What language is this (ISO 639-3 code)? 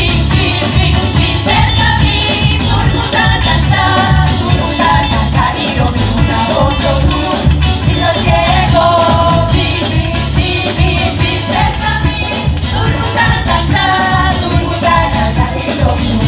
pap